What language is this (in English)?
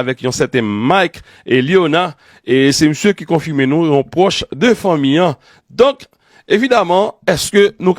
Haitian Creole